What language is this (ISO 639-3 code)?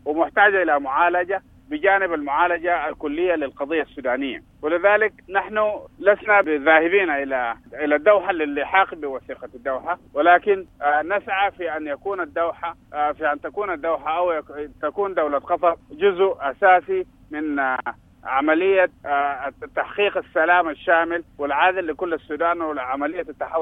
apd